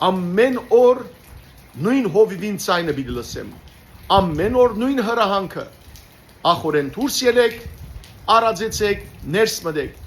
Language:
Western Armenian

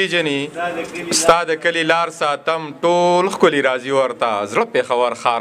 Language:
Pashto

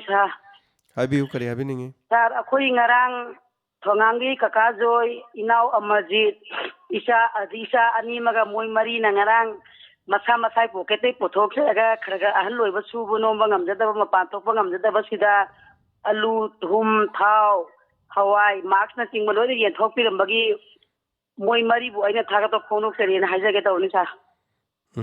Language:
Manipuri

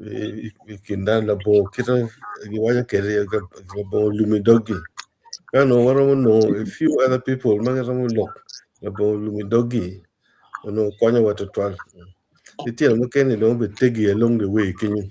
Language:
Acoli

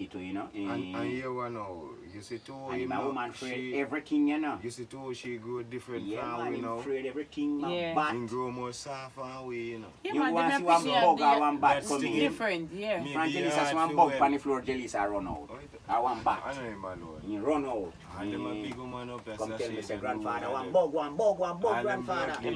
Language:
Jamaican Creole English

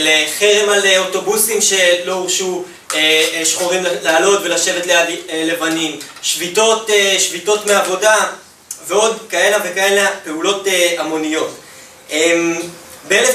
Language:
Hebrew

